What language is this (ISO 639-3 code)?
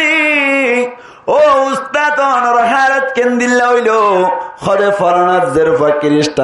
rhg